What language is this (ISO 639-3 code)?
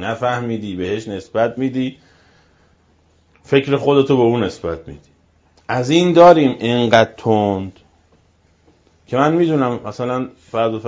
fas